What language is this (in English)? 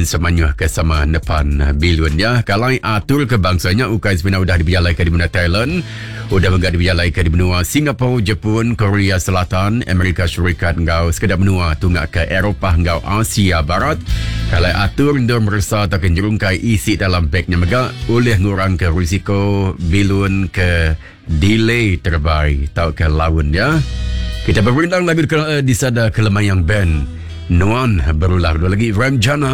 Iban